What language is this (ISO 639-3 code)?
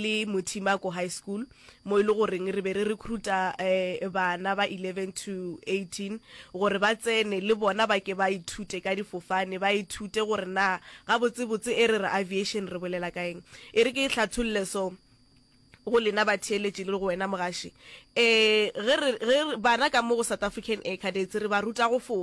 nso